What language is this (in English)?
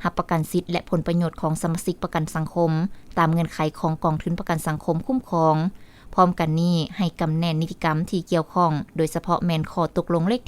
Lao